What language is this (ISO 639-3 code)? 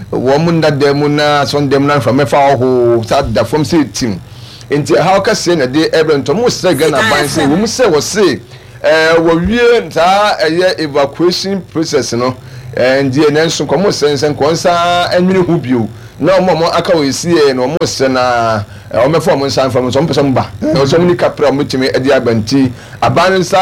aka